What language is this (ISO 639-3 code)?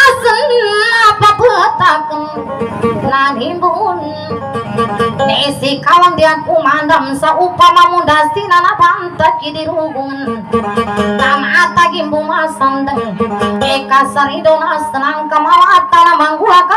mdh